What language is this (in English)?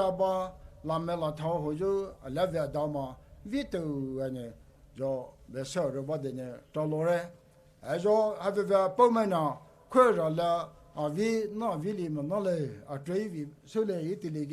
Poumei Naga